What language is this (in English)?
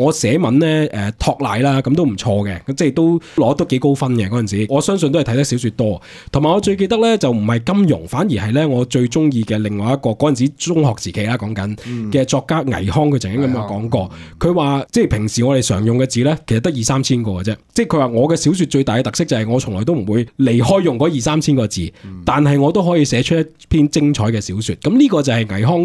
Cantonese